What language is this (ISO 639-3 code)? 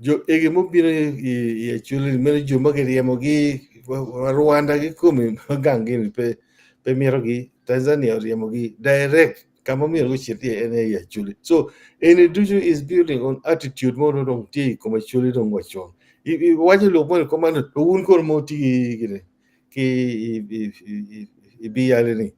ach